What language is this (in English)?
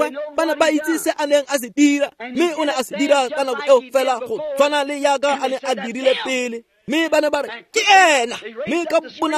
Tswana